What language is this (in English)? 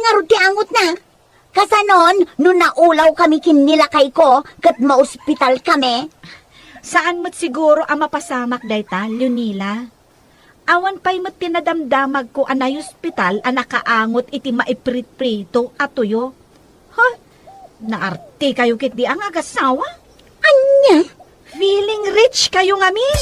Iloko